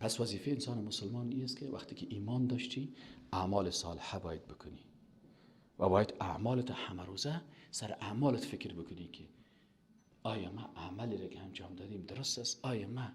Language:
Persian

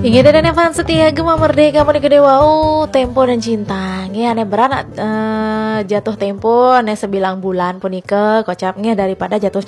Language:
Balinese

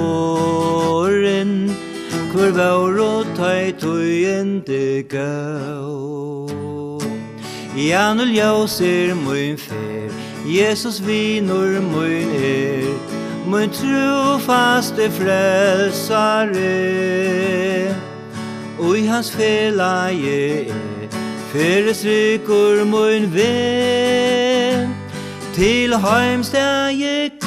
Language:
Faroese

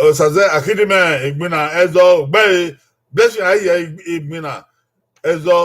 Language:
Bini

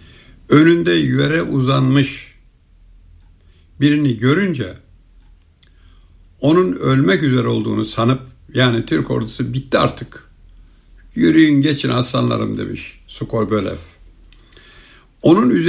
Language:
Turkish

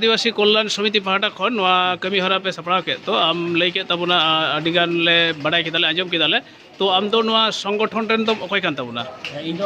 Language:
Santali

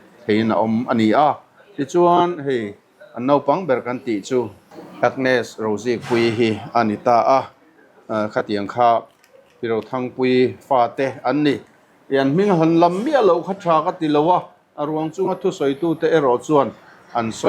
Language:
Mizo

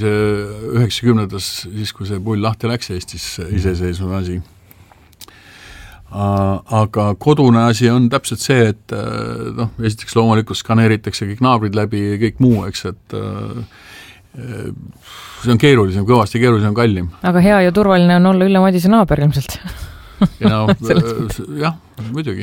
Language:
Estonian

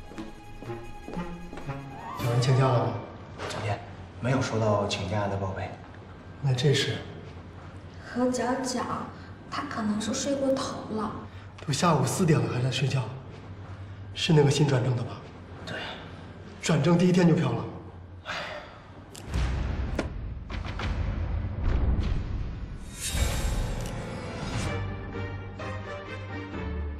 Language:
Chinese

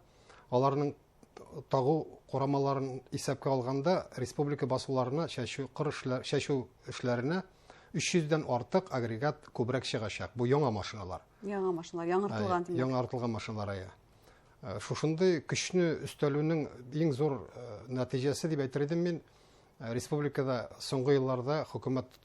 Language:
Bashkir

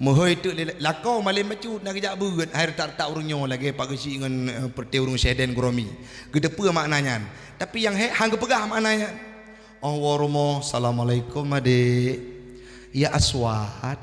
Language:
Achinese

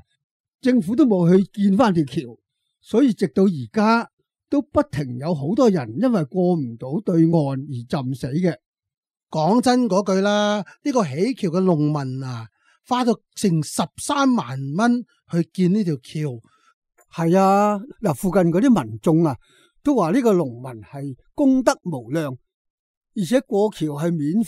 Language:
Cantonese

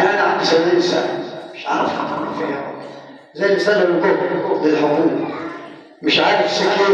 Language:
Egyptian Arabic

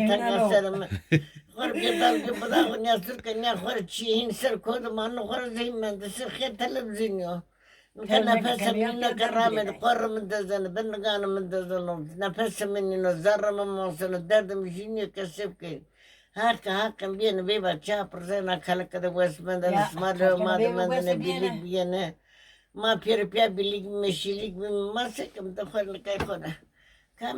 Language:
Zaza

